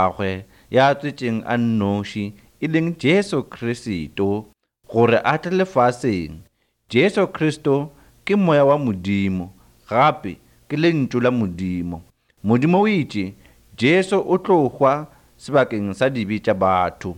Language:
Northern Sotho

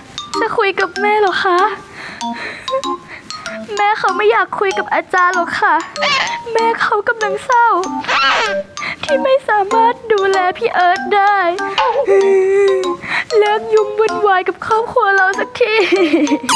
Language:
Thai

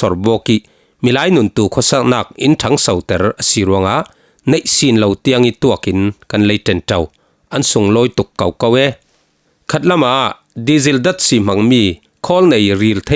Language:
Falam Chin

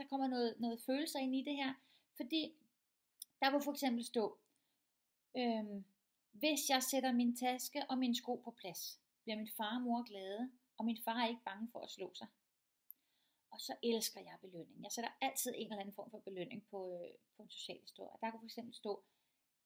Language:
Danish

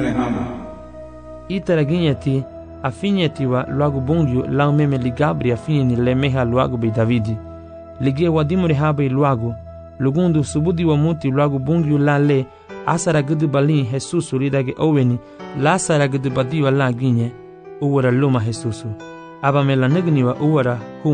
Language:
Garifuna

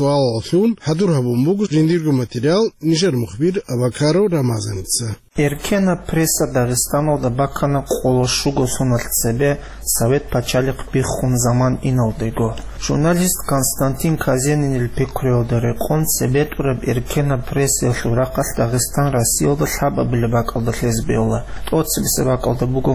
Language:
Avaric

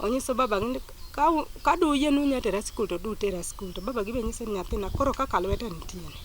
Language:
Luo (Kenya and Tanzania)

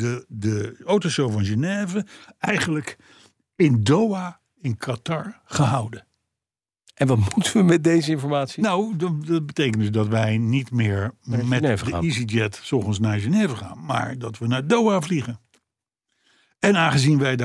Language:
Dutch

